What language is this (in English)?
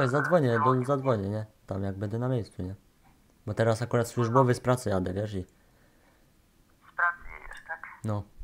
Polish